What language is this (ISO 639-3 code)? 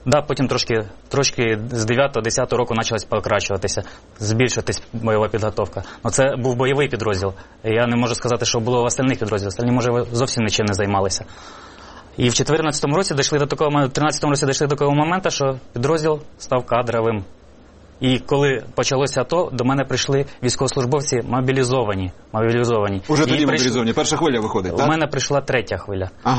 ukr